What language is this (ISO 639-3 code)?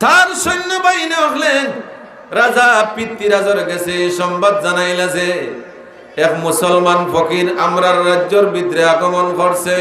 syl